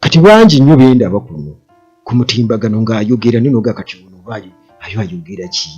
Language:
Ganda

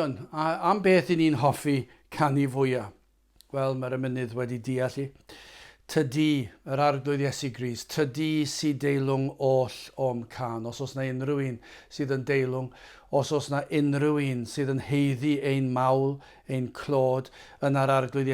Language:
Welsh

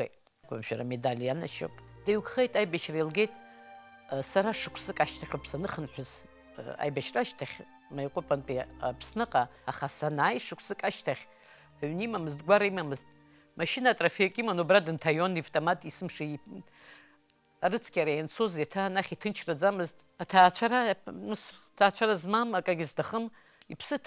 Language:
Abkhazian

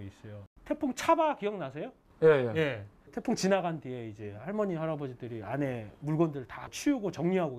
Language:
Korean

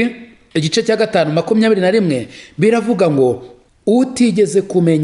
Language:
Kinyarwanda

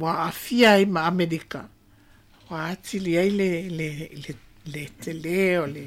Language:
Samoan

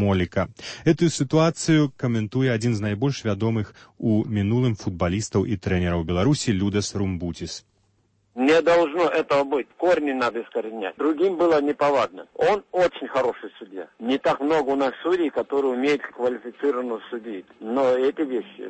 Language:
Belarusian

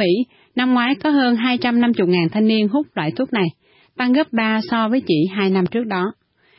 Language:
Vietnamese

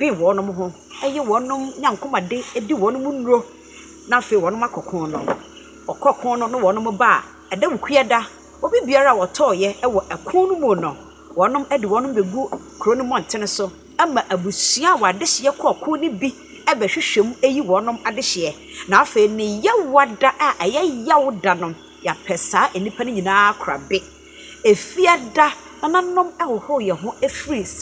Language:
Akan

